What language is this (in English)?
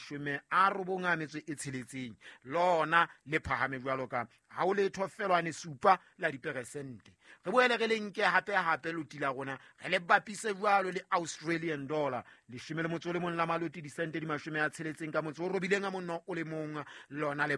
Southern Sotho